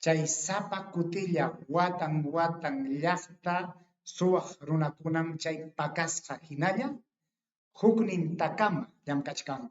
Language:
Ayacucho Quechua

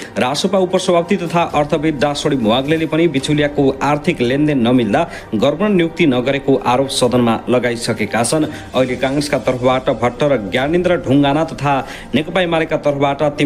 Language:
Nepali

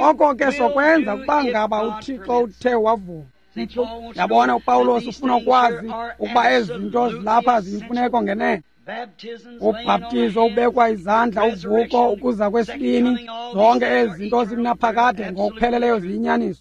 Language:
Xhosa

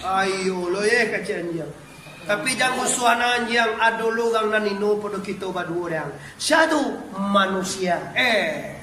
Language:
Minangkabau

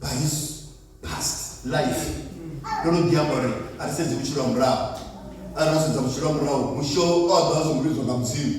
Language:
Venda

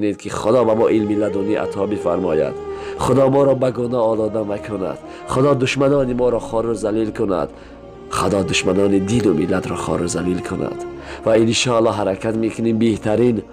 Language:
Tajik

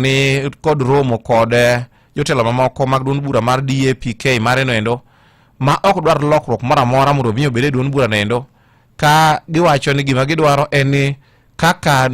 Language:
Luo (Kenya and Tanzania)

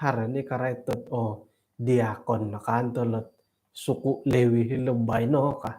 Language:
Central Dusun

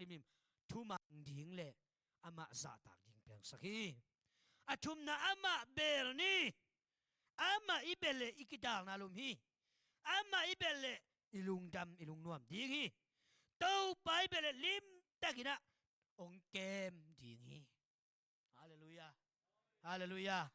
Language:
Tedim Chin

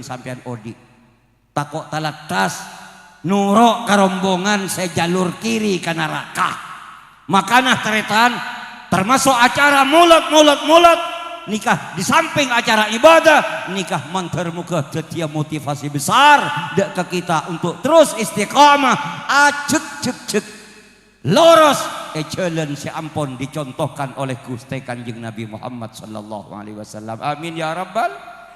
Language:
Madurese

